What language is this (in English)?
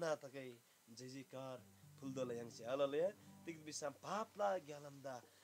Eastern Tamang